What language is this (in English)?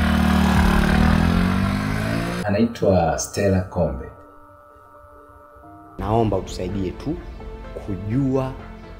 Swahili